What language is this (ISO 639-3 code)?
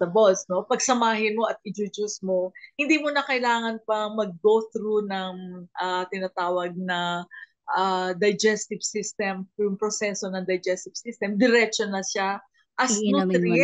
fil